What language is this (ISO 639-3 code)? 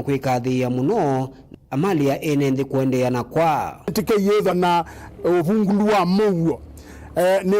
kam